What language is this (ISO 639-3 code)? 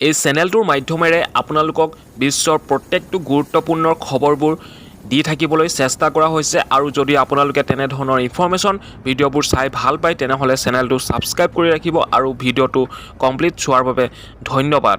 asm